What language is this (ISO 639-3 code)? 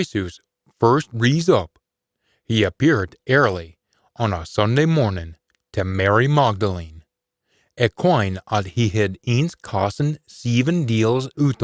sco